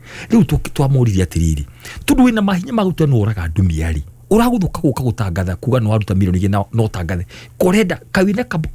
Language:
Kikuyu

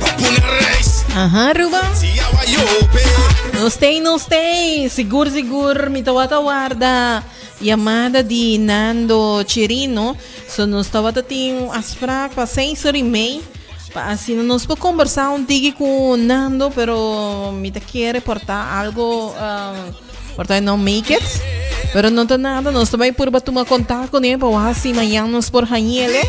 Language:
Papiamento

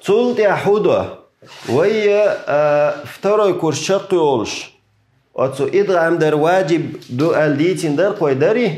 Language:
Chechen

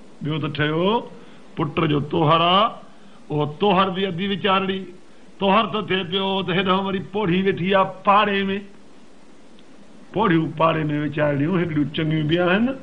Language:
Sindhi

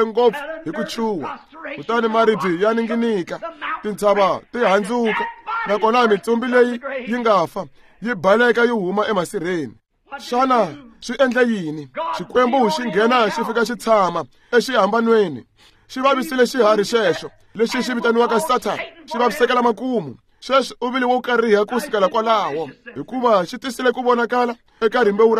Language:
Tsonga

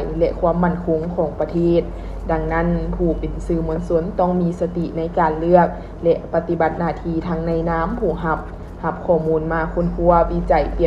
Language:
Lao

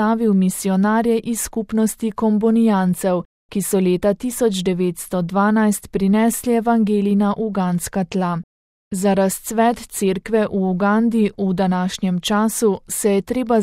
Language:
Slovenian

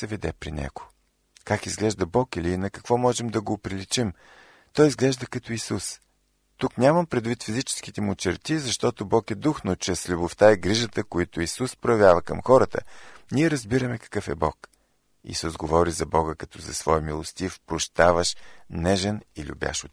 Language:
Bulgarian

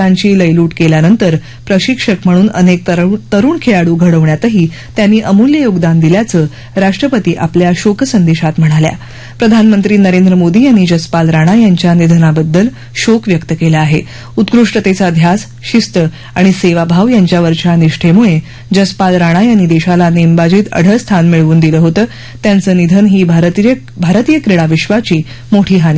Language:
Marathi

